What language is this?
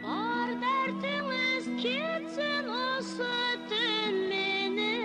Kara-Kalpak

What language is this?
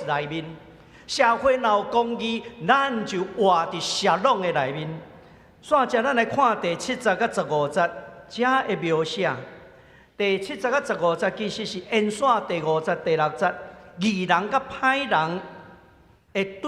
Min Nan Chinese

